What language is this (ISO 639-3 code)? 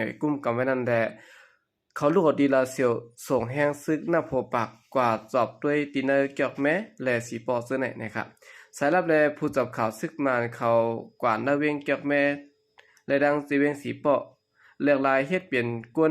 shn